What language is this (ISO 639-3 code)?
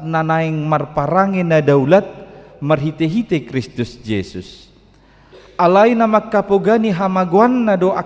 bbc